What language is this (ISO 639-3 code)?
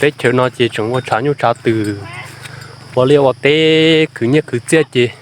hmn